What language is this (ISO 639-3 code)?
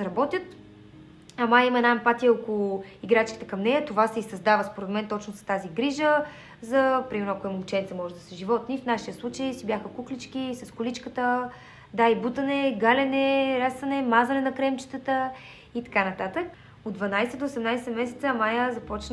bul